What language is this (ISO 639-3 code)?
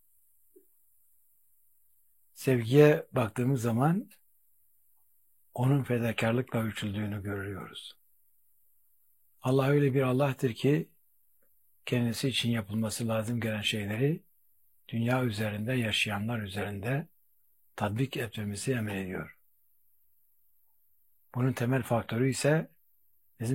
tur